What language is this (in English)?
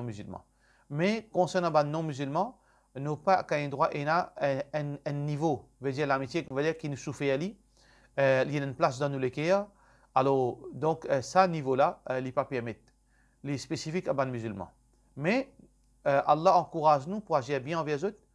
Morisyen